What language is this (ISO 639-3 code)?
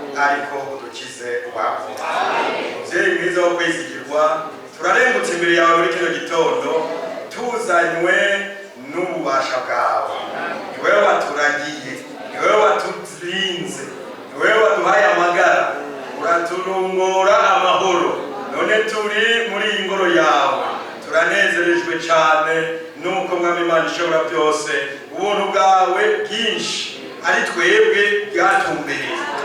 run